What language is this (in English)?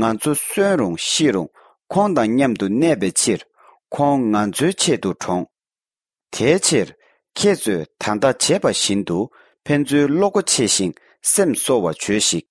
Tibetan